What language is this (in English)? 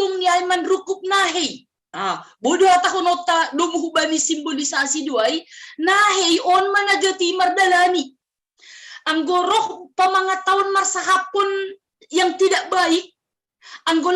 Batak Simalungun